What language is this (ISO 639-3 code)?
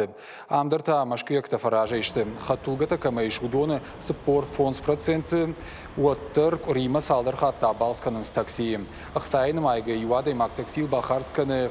oss